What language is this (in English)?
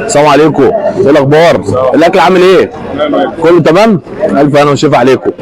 Egyptian Arabic